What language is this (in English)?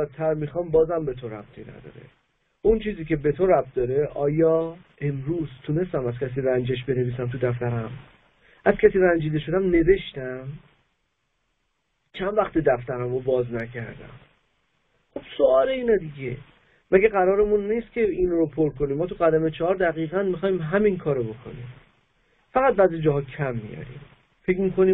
Persian